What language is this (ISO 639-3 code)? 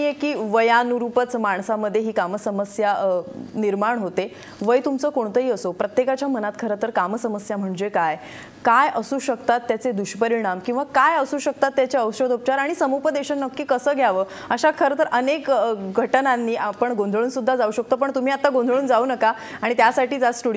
mar